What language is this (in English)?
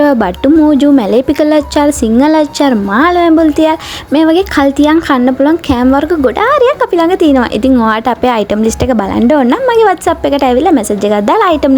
Sinhala